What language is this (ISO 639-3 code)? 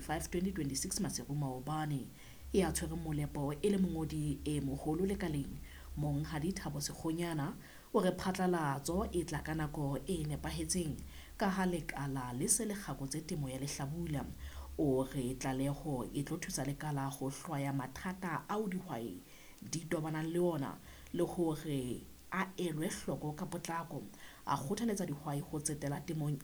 sot